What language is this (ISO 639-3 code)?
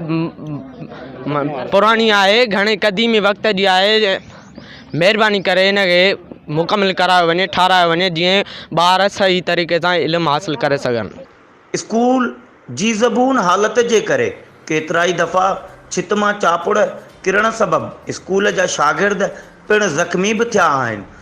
snd